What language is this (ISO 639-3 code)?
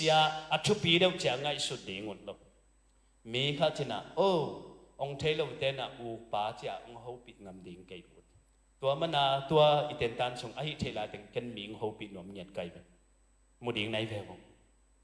ctd